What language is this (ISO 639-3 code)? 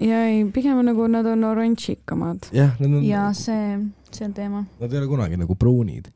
est